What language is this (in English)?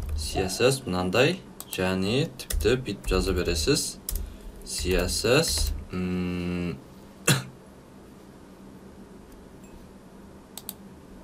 Kazakh